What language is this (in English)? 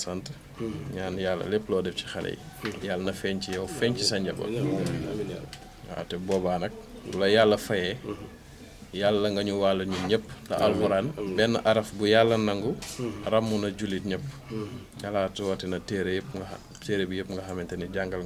Wolof